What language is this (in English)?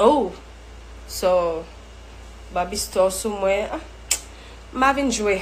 Haitian Creole